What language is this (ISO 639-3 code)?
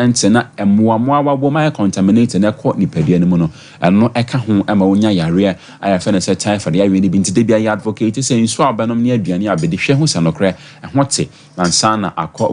aka